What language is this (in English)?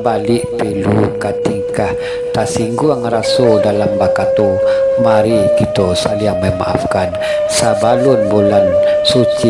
Minangkabau